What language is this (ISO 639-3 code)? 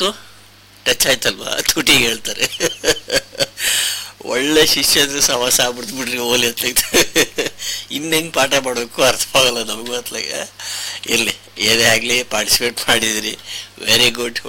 kan